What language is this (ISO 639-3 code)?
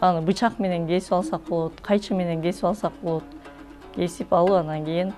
kir